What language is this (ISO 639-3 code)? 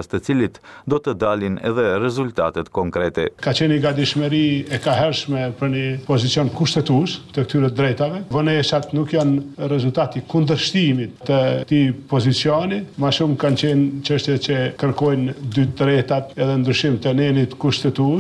sqi